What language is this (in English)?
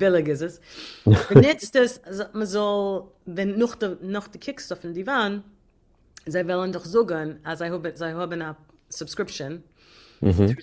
Yiddish